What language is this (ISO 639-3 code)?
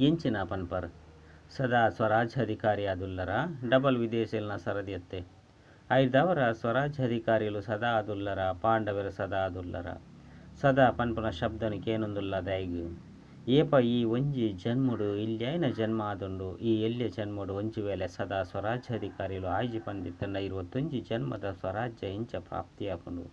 tcy